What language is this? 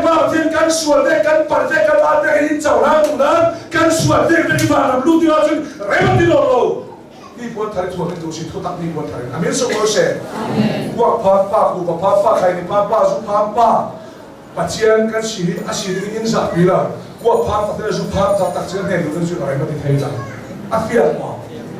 Hakha Chin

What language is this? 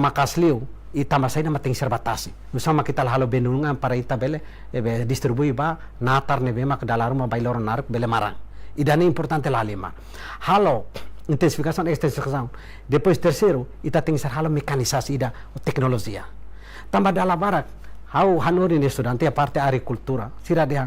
Tetum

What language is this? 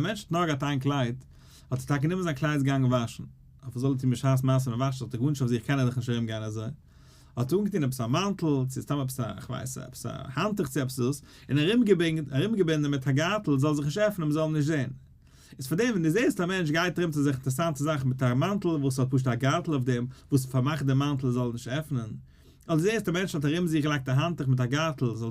Yiddish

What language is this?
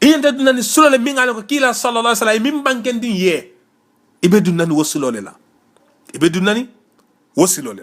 Mandingo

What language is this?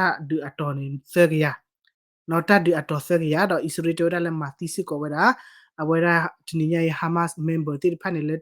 S'gaw Karen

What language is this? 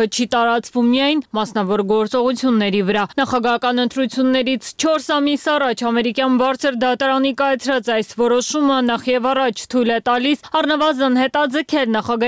Armenian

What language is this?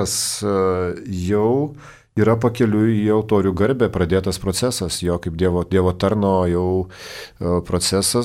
Lithuanian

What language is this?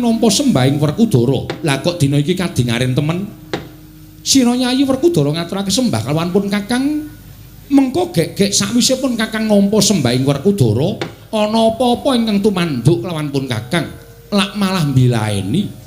Javanese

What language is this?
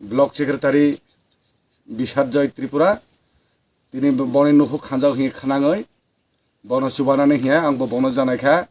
Kok Borok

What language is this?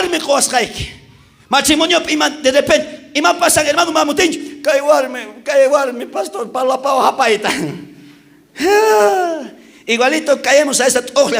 South Bolivian Quechua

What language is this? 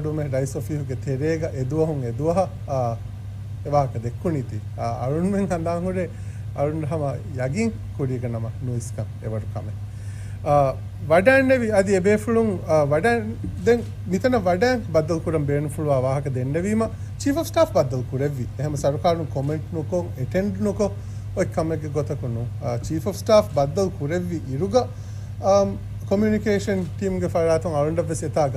Divehi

